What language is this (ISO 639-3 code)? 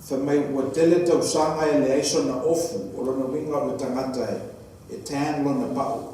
smo